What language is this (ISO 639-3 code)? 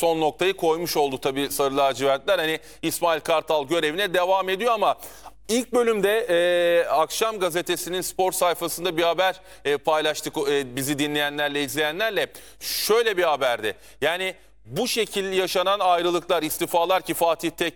tur